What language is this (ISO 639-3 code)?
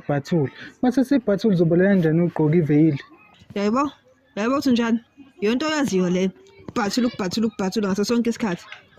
zul